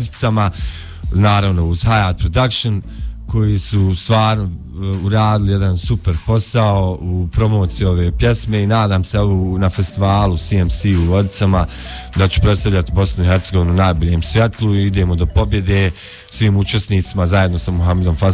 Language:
Bosnian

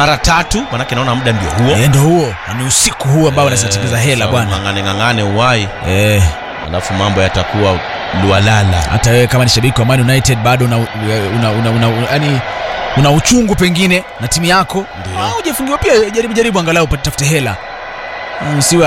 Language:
Swahili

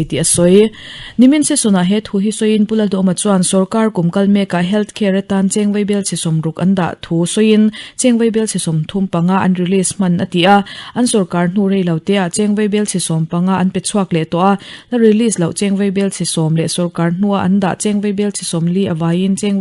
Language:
Mizo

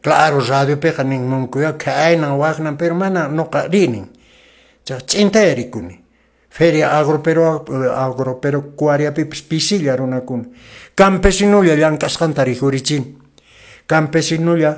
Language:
Quechua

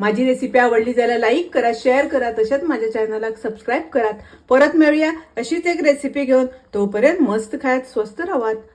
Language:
Konkani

